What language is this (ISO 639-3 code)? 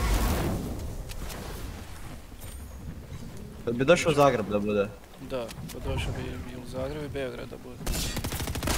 hrv